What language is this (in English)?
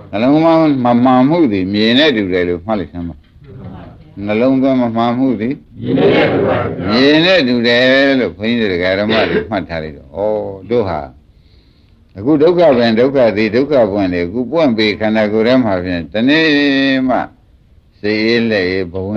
Burmese